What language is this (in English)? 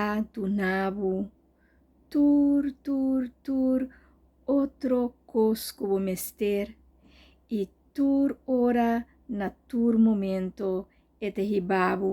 Papiamento